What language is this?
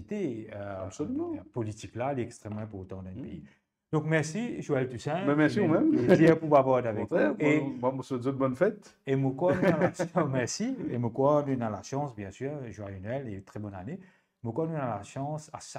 Morisyen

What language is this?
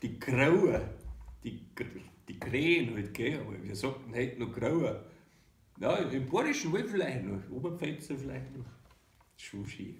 Bavarian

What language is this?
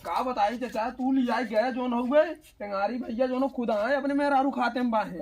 Awadhi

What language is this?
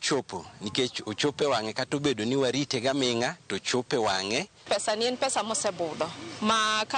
Luo (Kenya and Tanzania)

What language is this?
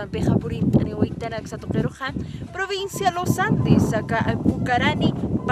Aymara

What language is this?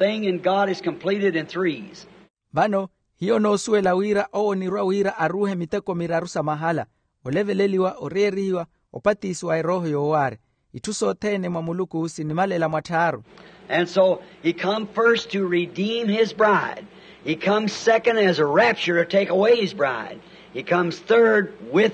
Makhuwa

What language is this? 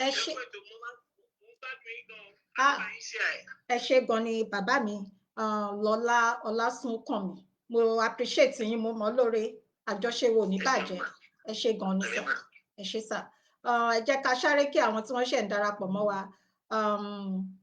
Yoruba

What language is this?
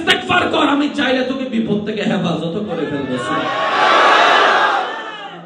Bangla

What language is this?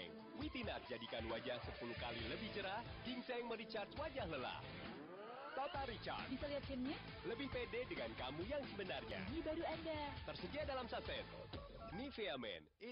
Indonesian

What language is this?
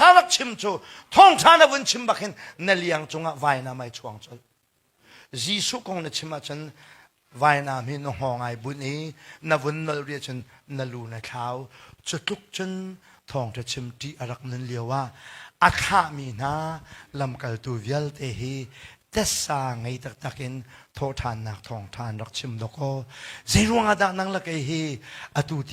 Hakha Chin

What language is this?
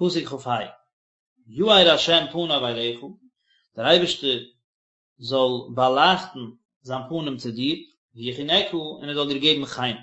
Yiddish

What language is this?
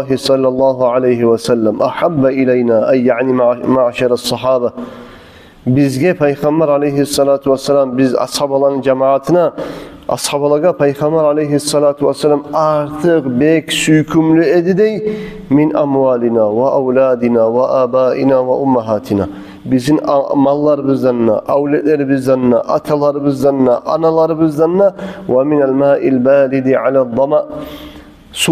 Kumyk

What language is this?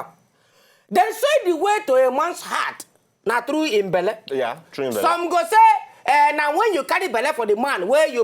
Nigerian Pidgin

